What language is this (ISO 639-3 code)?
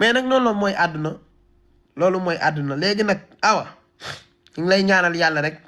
wol